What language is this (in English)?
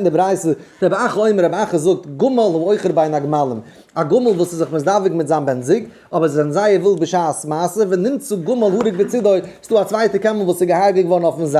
Yiddish